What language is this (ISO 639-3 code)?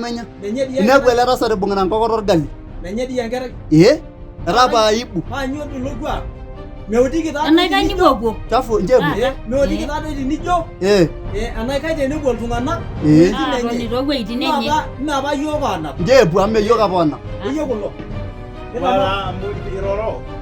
mas